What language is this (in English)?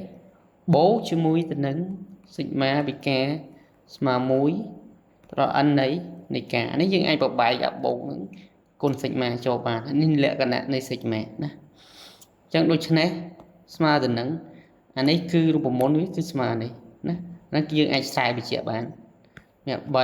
Khmer